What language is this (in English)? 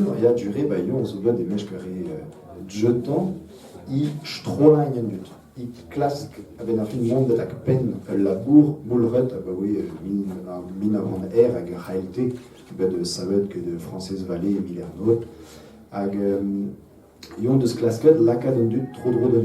Breton